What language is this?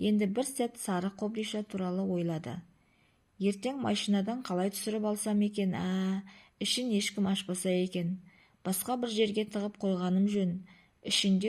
Kazakh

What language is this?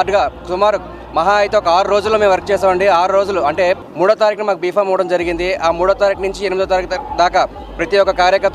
Telugu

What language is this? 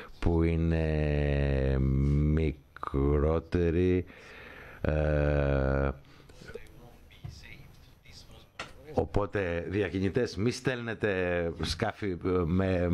Greek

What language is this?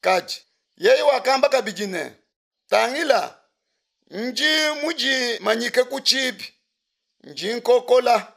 Luba-Lulua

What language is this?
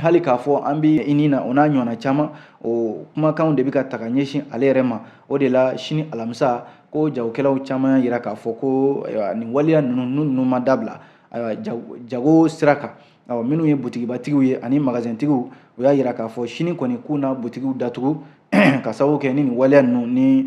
Bambara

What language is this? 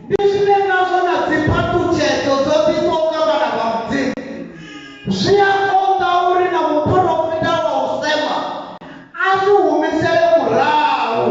Venda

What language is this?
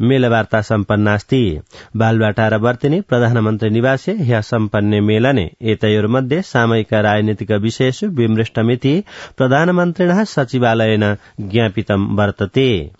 Sanskrit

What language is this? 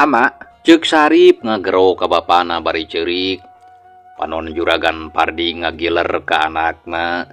Sundanese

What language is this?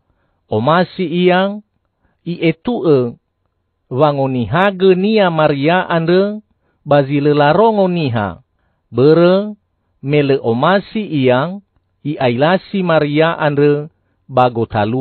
Nias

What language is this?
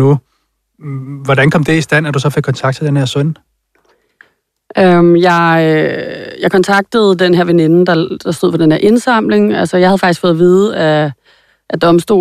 Danish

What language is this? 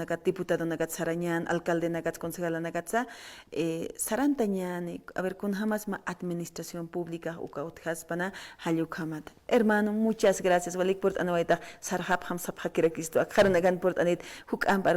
Aymara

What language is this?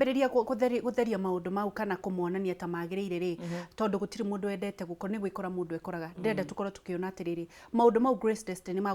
Kikuyu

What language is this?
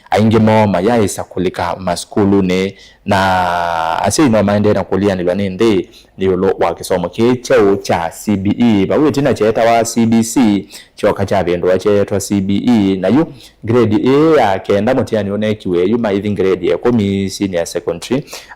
Kamba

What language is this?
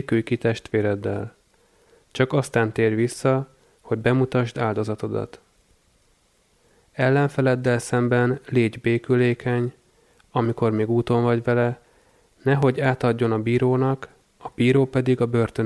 Hungarian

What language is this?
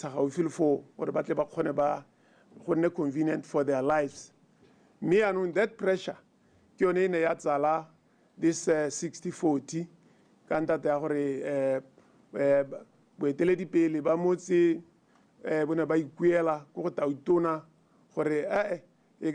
Tswana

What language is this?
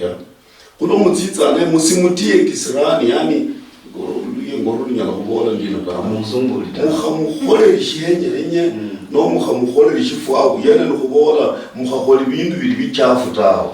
Luyia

